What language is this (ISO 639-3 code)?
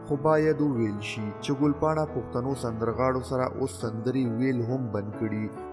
pus